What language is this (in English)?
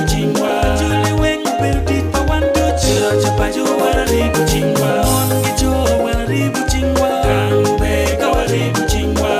Acoli